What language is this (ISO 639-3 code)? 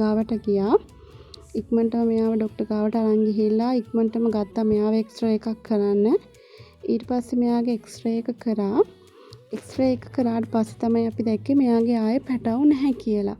sin